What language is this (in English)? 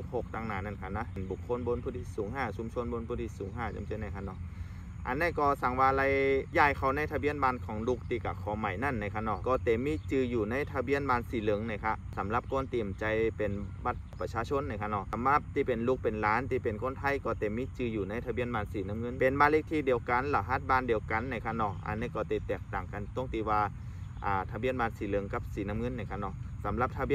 Shan